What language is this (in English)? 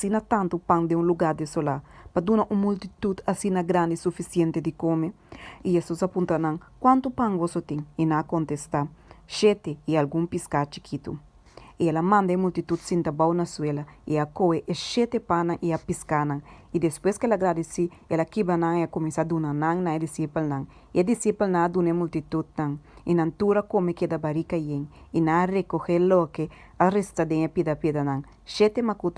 Papiamento